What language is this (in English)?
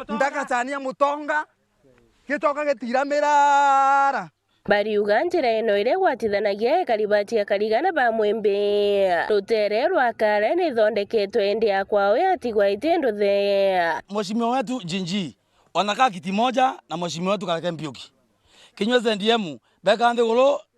Meru